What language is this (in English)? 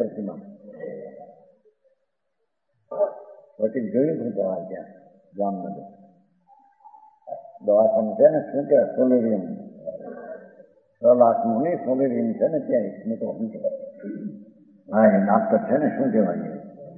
Gujarati